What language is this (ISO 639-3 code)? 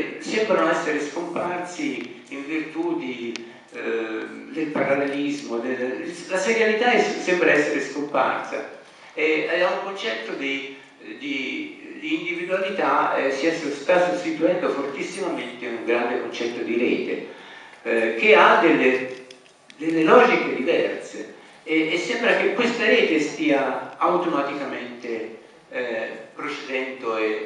ita